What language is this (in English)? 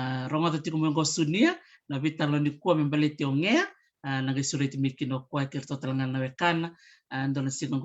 Fijian